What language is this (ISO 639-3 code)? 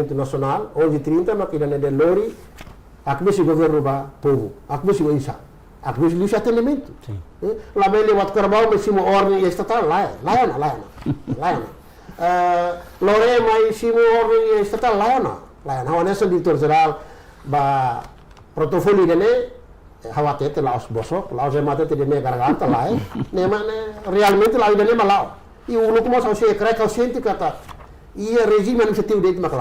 tet